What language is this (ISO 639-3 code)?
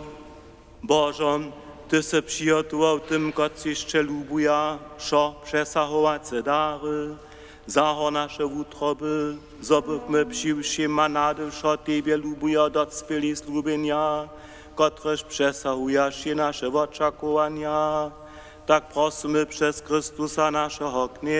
hsb